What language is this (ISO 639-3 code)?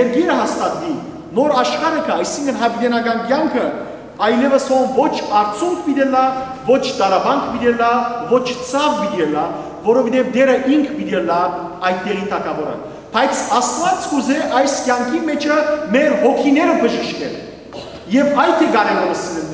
hyw